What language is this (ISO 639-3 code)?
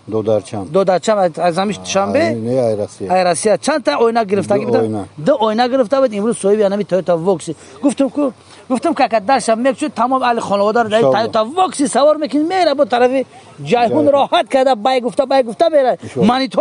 tgk